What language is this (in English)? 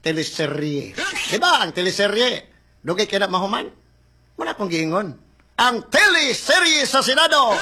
Cebuano